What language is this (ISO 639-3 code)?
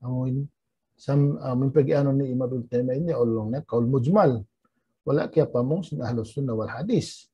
tsg